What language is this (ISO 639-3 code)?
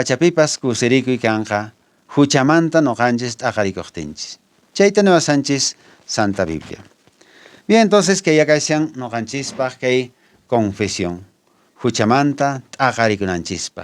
que